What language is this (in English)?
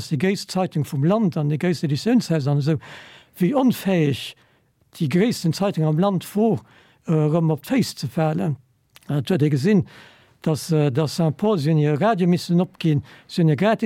Luxembourgish